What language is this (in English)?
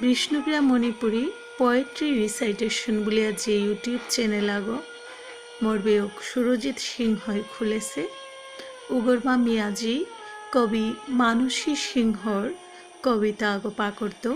Bishnupriya